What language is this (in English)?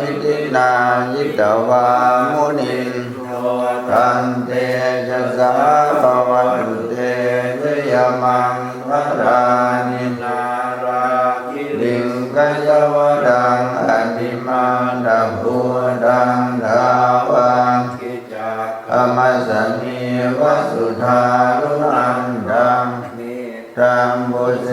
Pali